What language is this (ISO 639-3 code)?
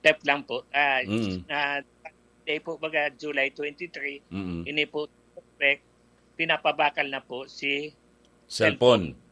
bik